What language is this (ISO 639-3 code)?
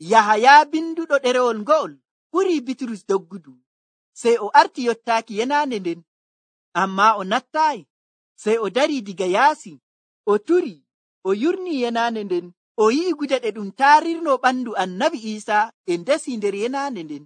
fuv